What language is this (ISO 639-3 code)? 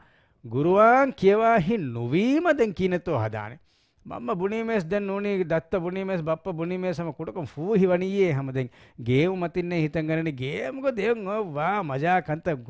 div